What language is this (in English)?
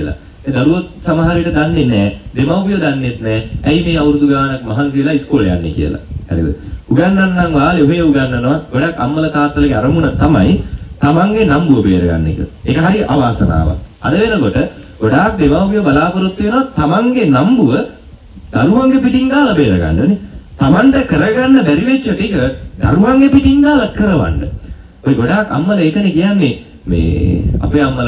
Sinhala